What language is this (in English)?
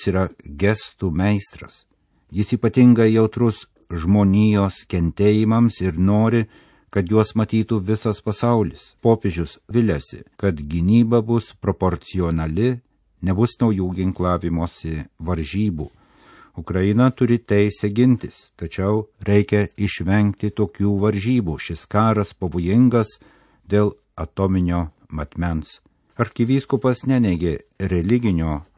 Lithuanian